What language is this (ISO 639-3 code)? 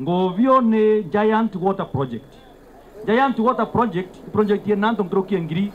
mer